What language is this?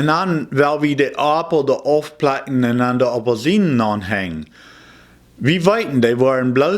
Plautdietsch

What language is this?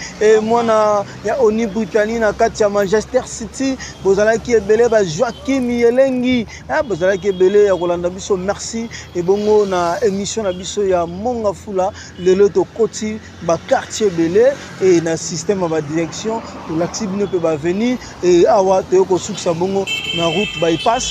Lingala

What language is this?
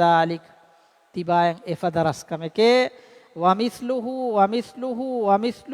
Divehi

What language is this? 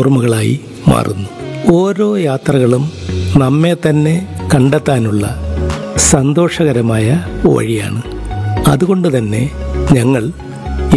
Malayalam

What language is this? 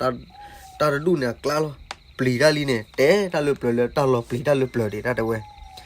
S'gaw Karen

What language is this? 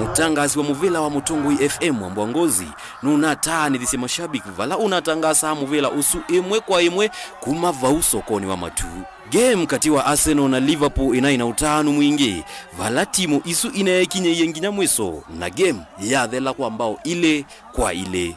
Kamba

